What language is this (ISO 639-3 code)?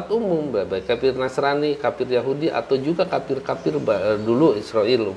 ind